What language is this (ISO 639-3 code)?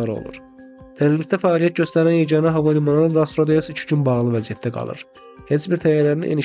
aze